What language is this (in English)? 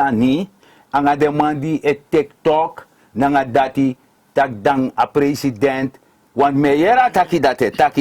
Sranan Tongo